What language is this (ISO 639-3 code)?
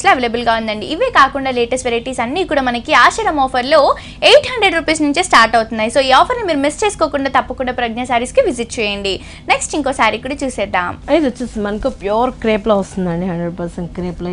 tel